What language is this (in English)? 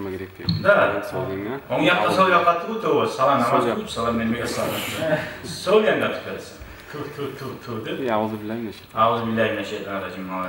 Kumyk